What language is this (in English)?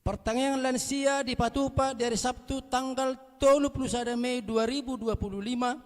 Batak Toba